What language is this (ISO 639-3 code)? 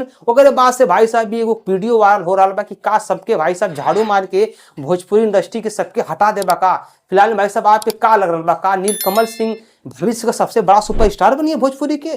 bho